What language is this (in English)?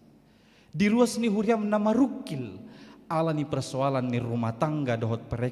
Batak Toba